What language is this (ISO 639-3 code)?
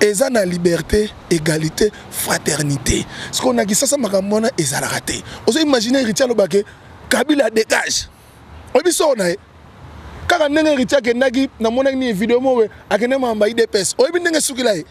lin